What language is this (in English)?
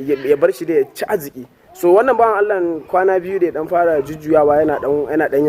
Hausa